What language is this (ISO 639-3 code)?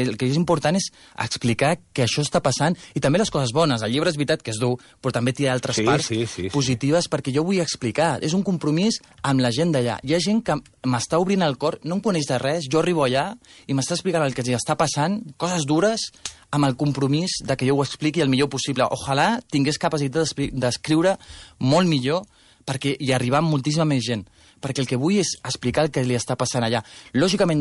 cat